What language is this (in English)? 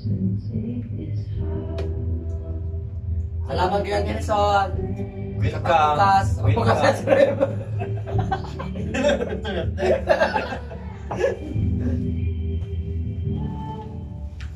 Filipino